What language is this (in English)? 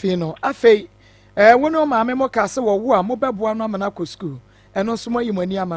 Akan